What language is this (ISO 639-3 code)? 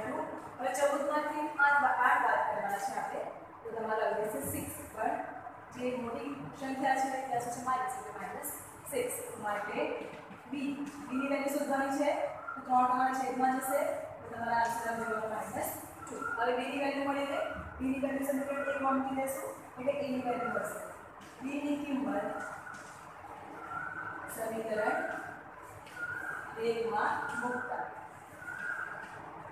guj